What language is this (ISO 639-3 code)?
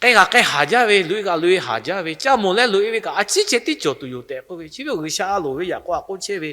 lhu